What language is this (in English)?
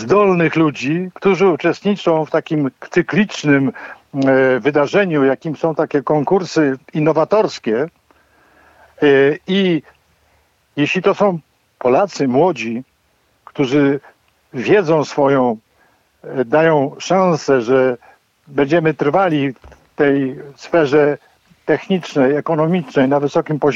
Polish